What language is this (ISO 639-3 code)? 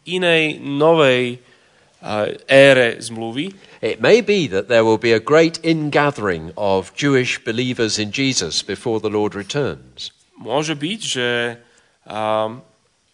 slk